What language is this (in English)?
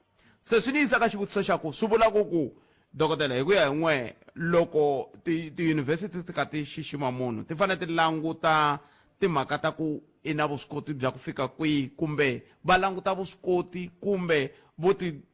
Tsonga